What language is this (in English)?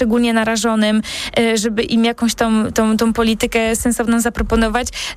Polish